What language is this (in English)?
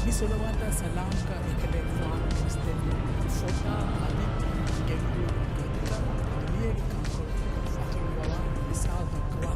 Divehi